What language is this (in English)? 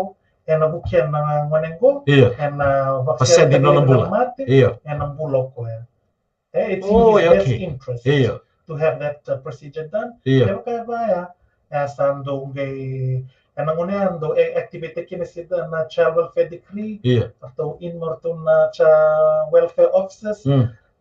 Fijian